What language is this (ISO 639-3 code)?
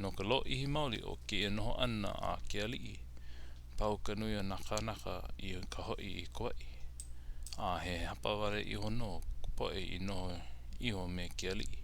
haw